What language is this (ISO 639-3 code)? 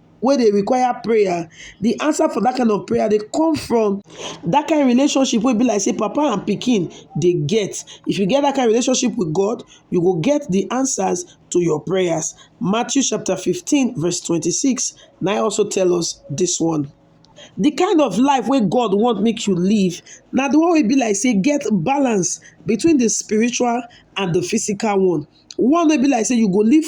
pcm